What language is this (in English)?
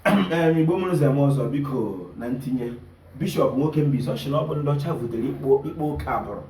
Igbo